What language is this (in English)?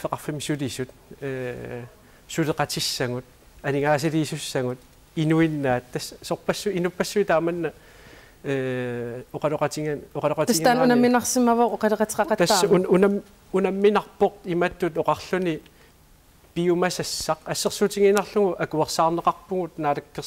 Kalaallisut